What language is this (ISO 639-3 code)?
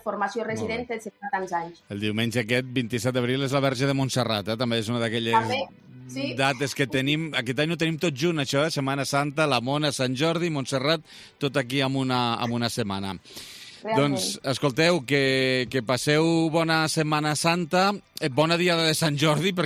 cat